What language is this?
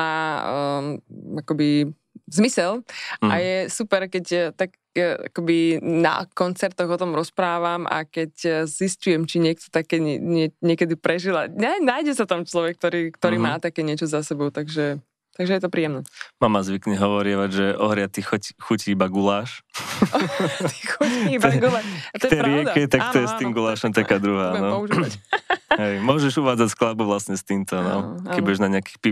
Slovak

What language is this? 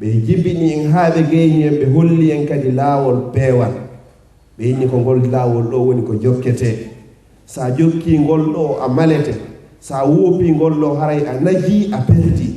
Fula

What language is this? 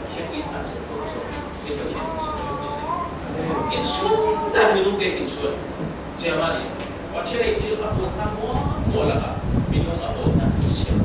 Falam Chin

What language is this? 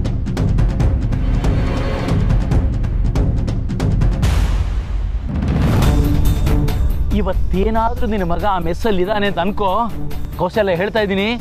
Kannada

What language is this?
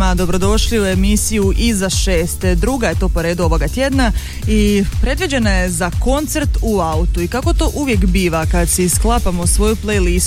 Croatian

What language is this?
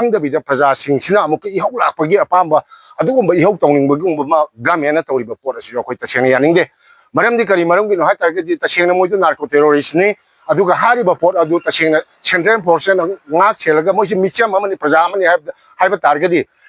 Manipuri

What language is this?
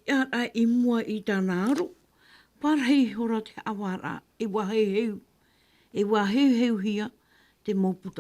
Tahitian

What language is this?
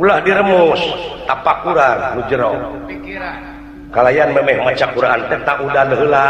Sundanese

